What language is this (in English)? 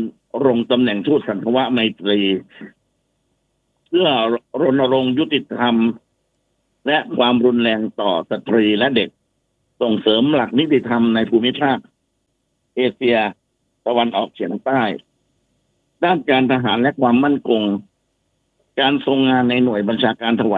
Thai